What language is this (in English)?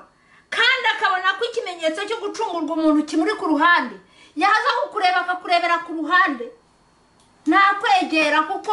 Kinyarwanda